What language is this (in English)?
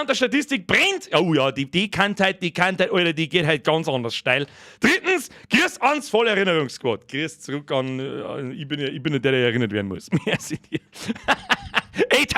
Bavarian